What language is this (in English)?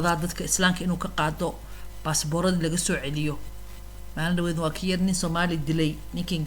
Somali